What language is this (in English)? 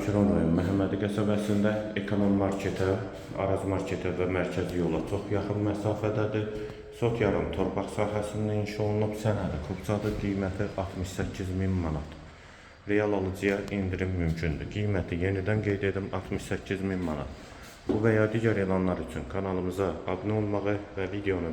Azerbaijani